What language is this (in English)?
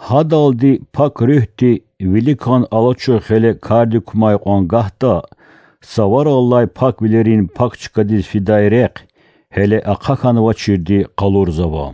Lezghian